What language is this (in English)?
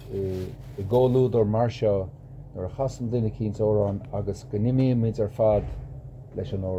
Irish